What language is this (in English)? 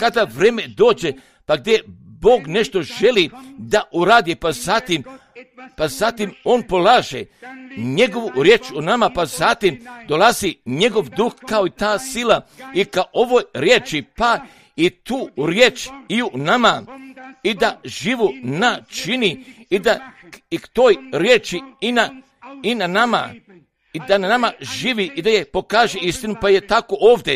Croatian